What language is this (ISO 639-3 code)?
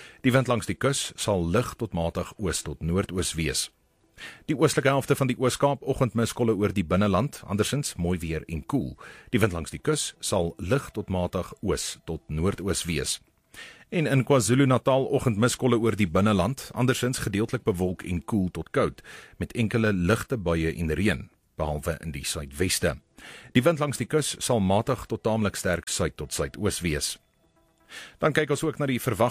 afr